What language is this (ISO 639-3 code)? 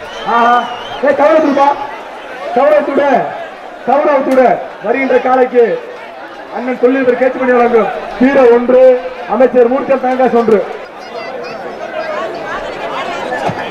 tam